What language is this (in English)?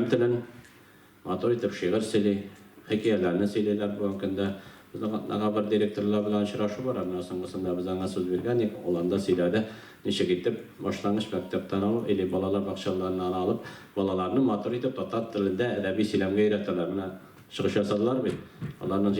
Tatar